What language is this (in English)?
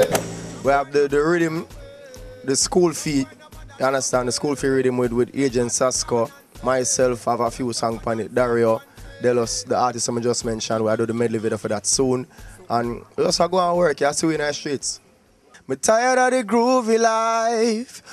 Jamaican Creole English